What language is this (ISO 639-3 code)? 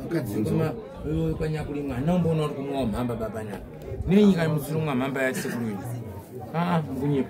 sna